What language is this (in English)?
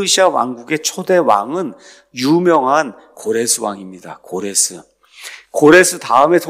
Korean